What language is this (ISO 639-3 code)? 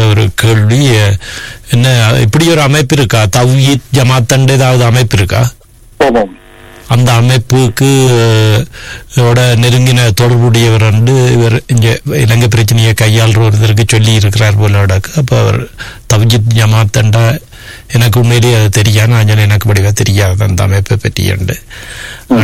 tam